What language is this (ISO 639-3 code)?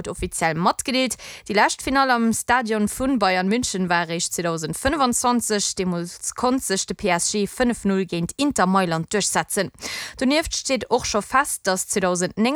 ltz